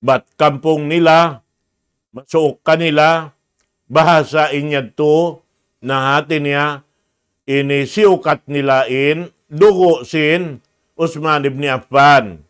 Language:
Tausug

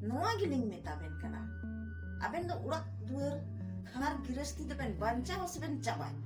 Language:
Santali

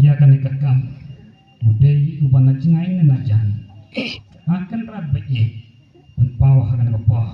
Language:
Khasi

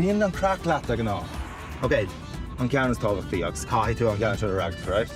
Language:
Irish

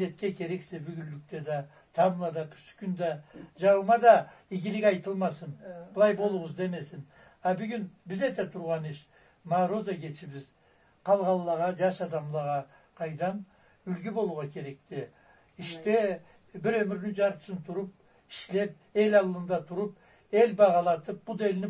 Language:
Karachay-Balkar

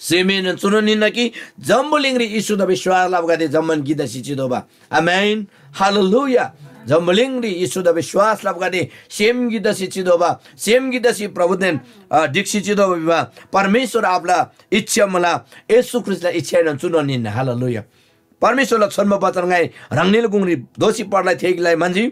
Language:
Eastern Tamang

